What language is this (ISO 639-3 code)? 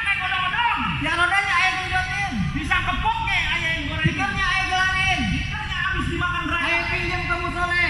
bew